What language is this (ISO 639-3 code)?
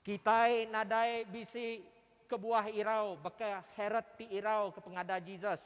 iba